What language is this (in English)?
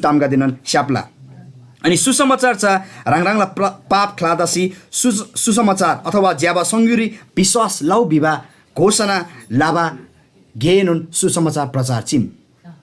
Eastern Tamang